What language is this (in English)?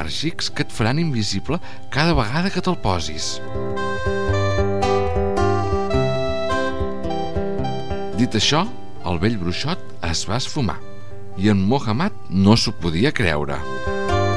Catalan